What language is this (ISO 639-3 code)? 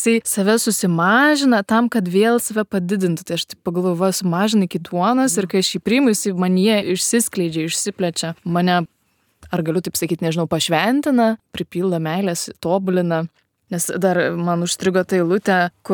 lit